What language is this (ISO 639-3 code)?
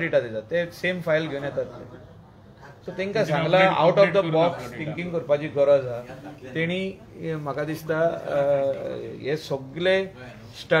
kok